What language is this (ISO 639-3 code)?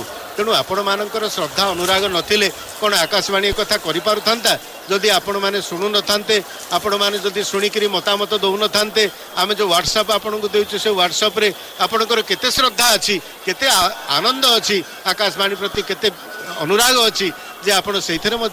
ori